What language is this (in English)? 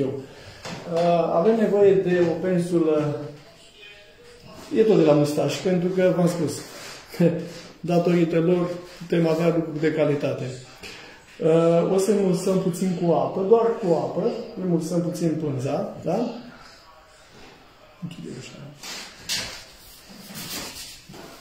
Romanian